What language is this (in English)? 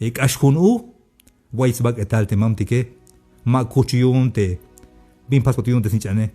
Tzeltal